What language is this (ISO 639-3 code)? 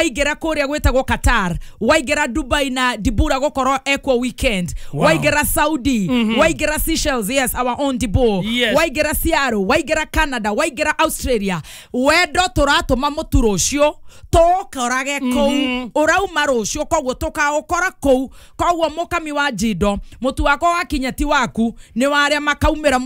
kik